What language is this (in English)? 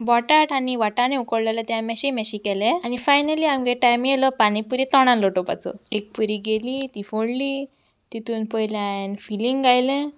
Konkani